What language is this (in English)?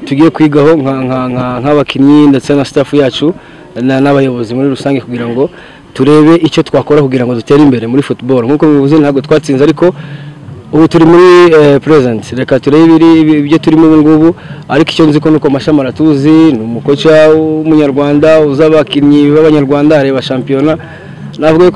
Kinyarwanda